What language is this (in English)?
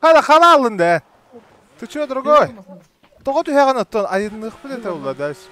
Yakut